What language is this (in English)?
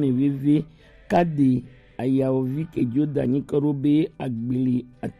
Gen